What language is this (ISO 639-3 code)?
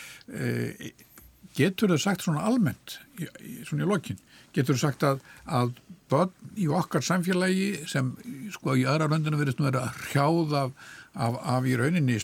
isl